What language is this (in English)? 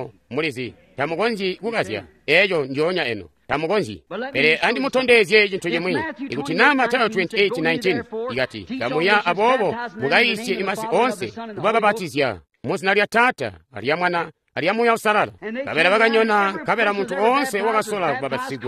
Tonga (Zambia)